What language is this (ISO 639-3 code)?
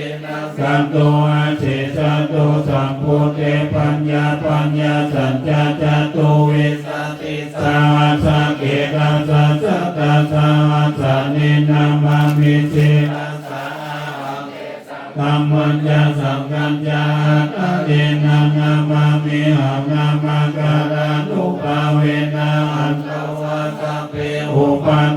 pli